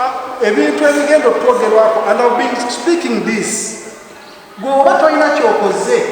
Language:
Ganda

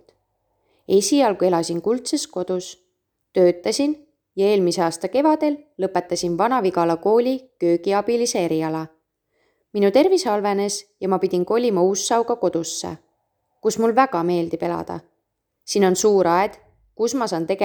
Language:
Estonian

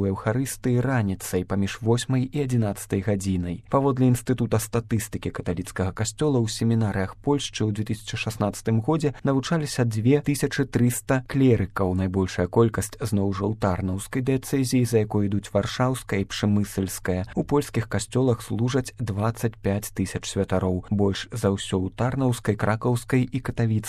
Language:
Belarusian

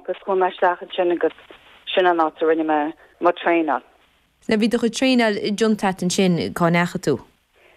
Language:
Irish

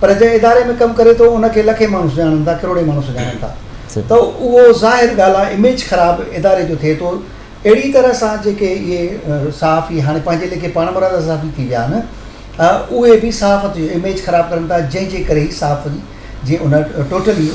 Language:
Sindhi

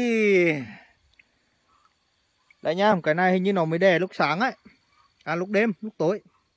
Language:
Vietnamese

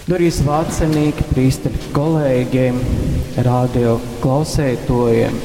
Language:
Latgalian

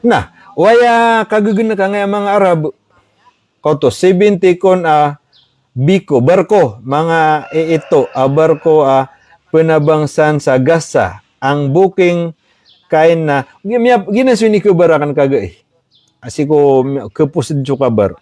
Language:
Maranao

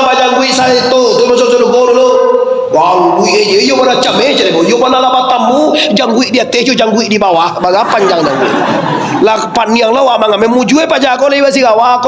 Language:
Minangkabau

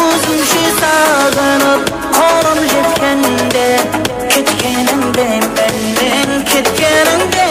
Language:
Kara-Kalpak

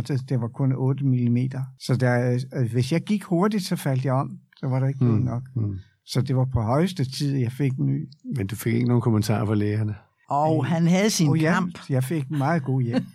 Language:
Danish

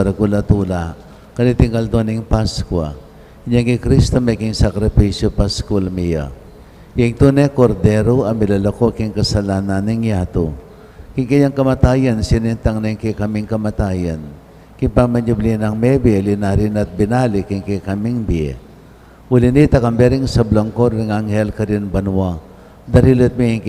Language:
Pampanga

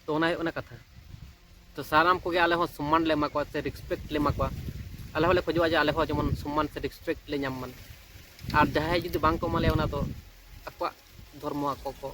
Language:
Santali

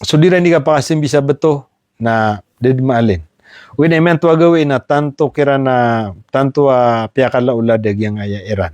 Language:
Maranao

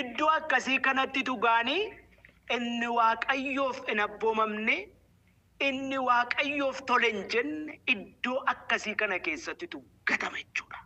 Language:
Oromo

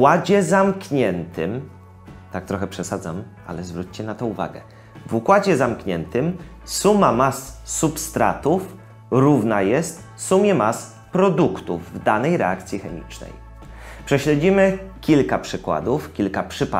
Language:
Polish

